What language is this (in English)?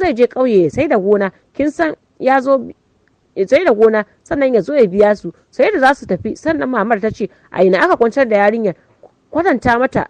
Hausa